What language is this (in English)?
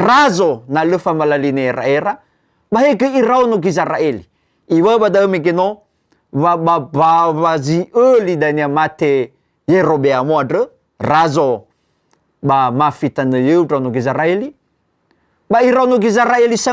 Nias